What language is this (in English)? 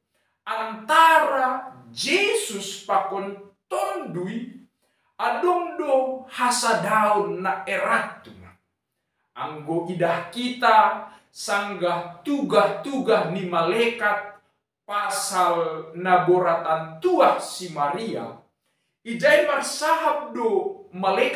Batak Simalungun